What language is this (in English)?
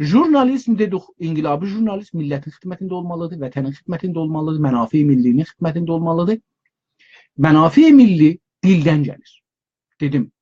South Azerbaijani